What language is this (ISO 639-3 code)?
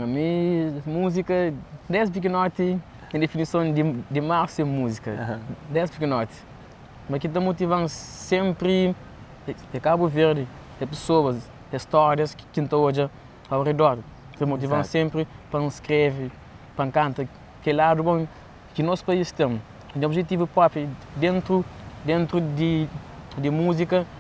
kea